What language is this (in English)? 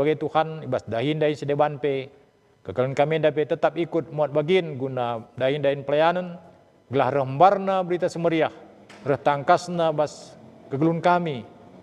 Batak Karo